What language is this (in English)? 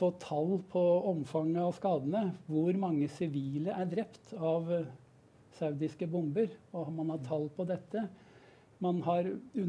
Norwegian